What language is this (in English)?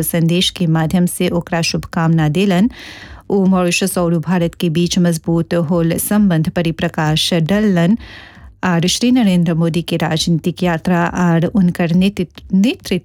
Bhojpuri